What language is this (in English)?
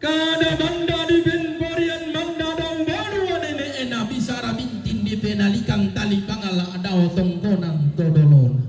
Toraja-Sa'dan